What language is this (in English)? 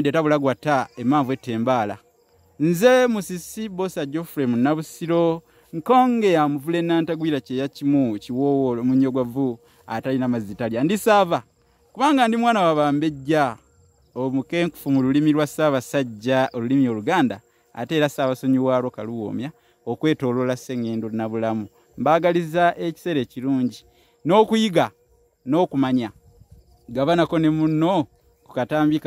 Ganda